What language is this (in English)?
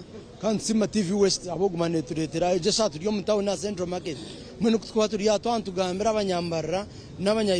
Nyankole